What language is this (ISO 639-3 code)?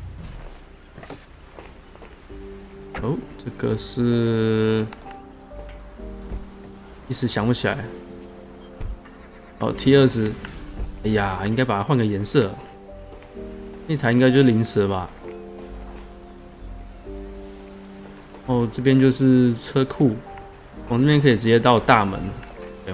zho